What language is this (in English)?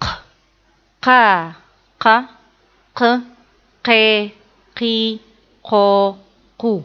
Adyghe